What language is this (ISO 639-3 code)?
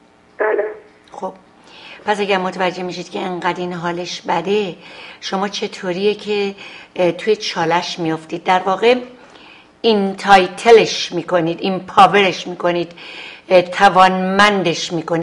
fas